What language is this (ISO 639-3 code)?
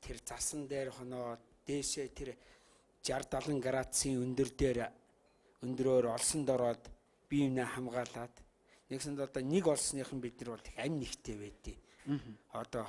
mon